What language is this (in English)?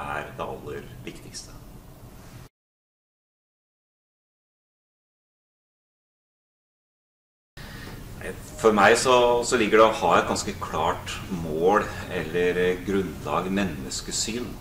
Norwegian